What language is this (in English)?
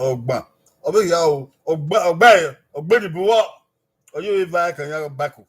Bini